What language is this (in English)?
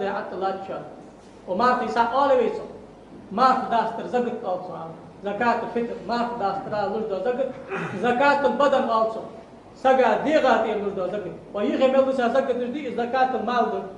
Ingush